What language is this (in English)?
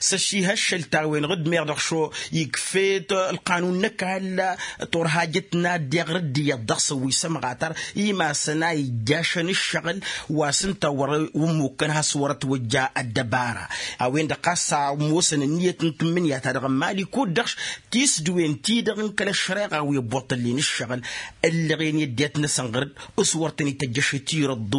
Tamasheq